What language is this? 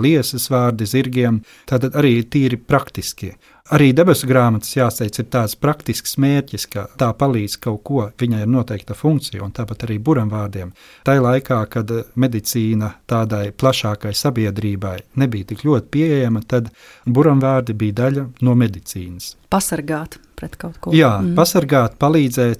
Latvian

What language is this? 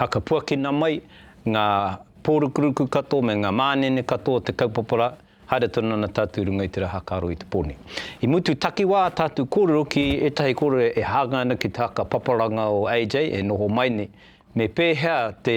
Māori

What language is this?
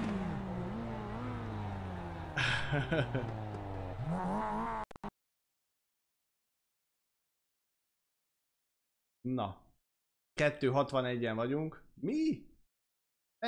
Hungarian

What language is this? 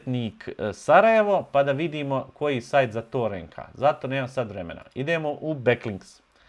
Bosnian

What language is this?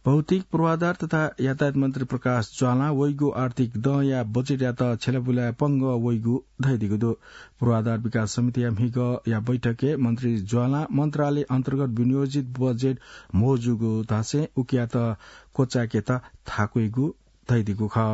Newari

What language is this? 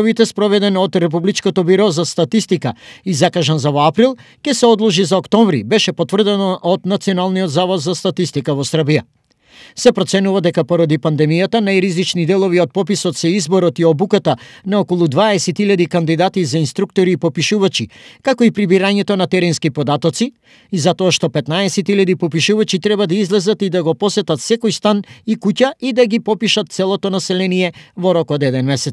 Macedonian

